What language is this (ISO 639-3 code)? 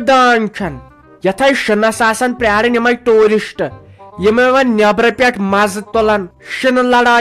kas